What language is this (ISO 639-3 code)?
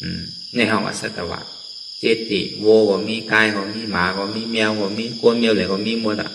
shn